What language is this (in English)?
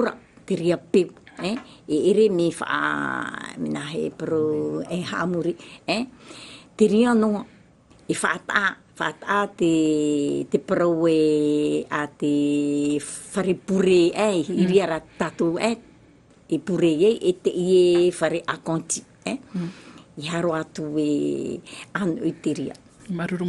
Tahitian